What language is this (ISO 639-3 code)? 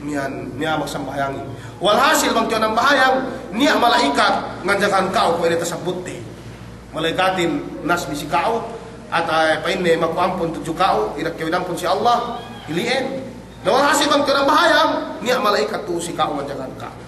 yka